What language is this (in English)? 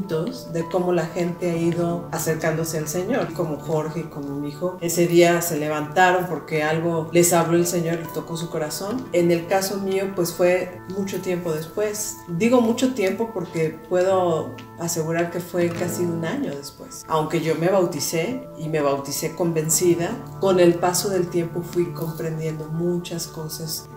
Spanish